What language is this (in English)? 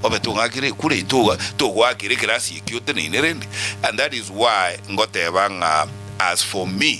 Gusii